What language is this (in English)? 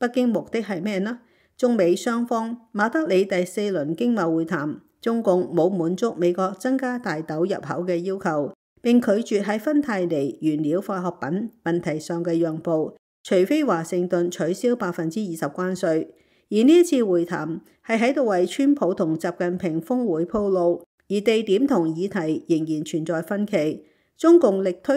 Cantonese